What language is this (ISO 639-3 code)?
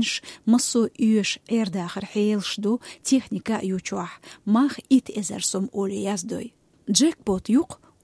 che